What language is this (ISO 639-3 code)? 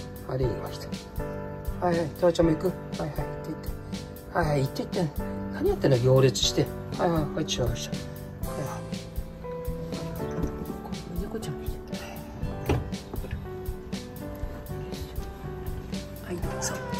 jpn